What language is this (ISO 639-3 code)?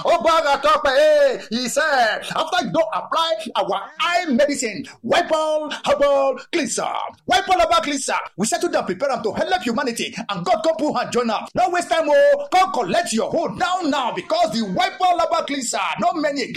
pcm